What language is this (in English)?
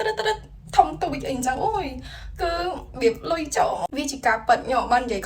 Khmer